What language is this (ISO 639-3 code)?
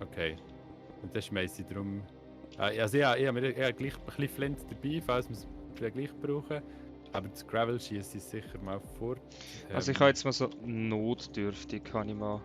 gsw